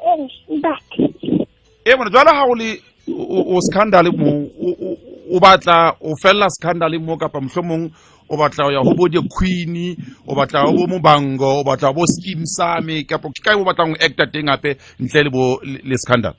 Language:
Southern Sotho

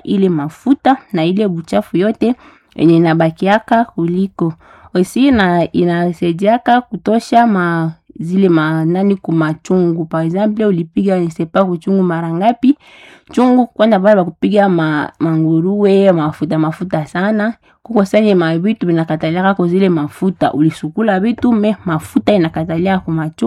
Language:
Swahili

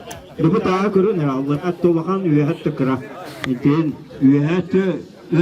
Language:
Yakut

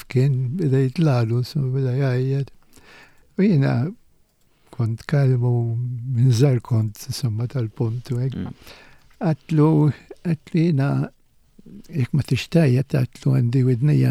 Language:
Maltese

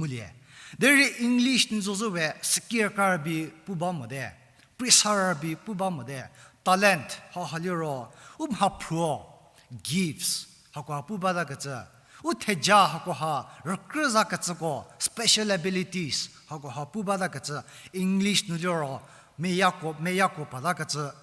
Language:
Angami Naga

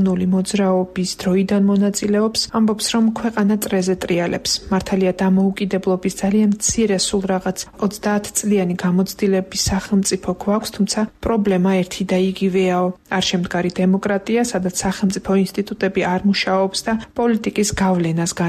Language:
Georgian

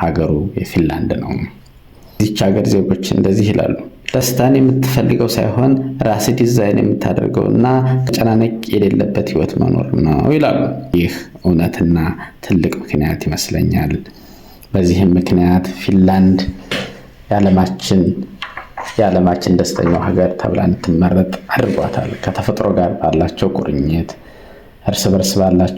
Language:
Amharic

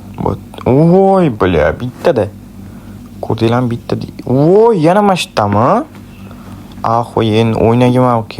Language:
Uzbek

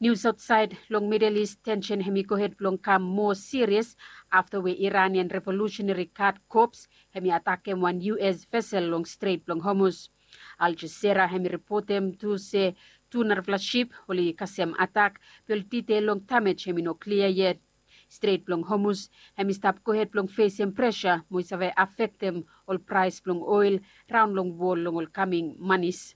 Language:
Bislama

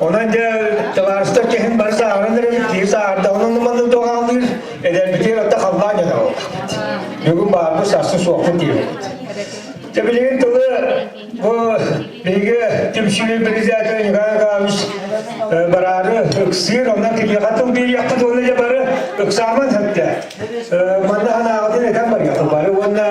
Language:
Yakut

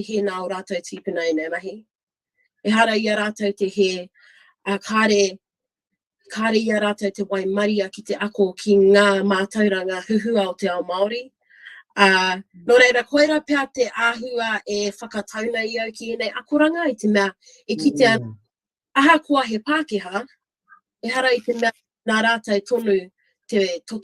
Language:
Māori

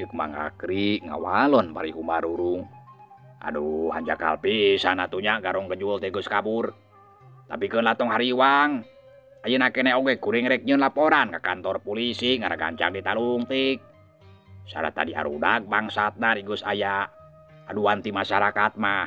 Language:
Sundanese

